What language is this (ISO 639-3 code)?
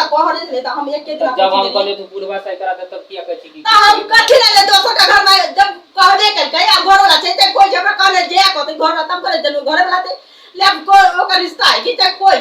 mai